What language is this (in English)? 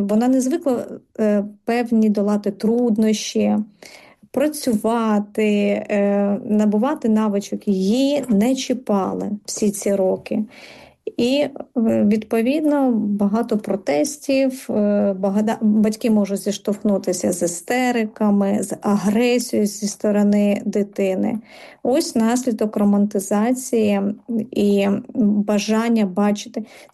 Ukrainian